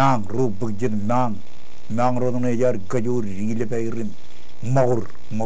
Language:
Marshallese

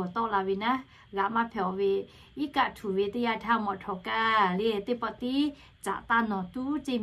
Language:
Lahu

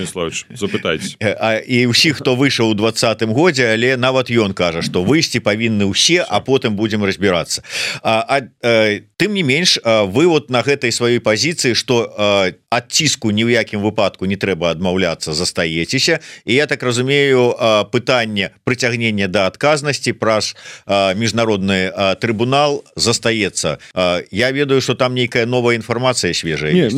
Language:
Belarusian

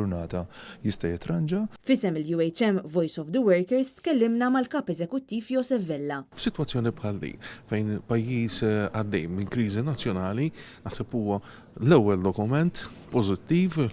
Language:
Maltese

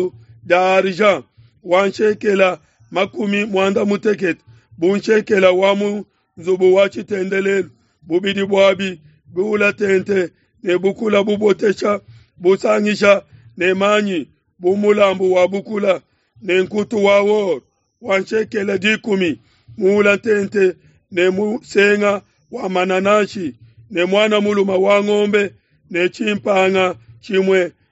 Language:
Luba-Lulua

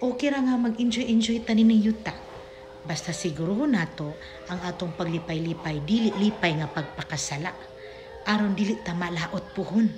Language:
Cebuano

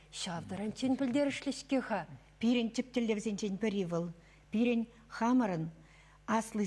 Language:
Chuvash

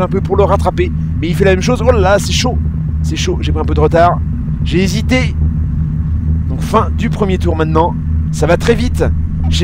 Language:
French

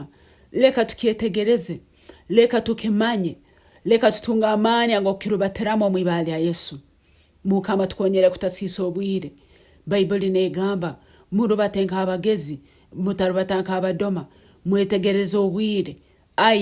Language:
Nyankole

